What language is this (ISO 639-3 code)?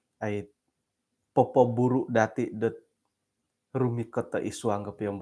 dtp